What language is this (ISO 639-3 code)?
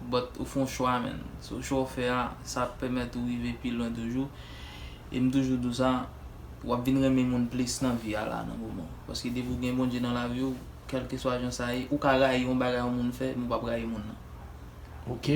hat